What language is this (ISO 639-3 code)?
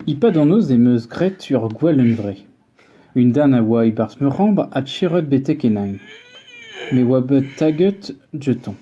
bre